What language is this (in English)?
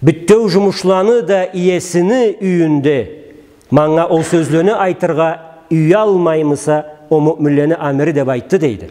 Karachay-Balkar